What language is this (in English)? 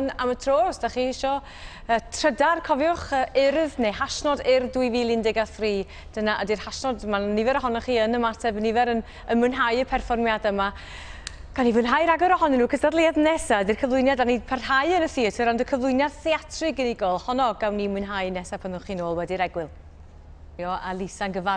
Welsh